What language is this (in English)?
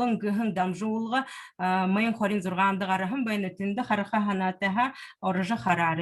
Buriat